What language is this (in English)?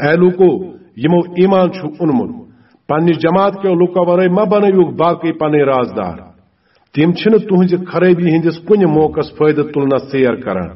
Kashmiri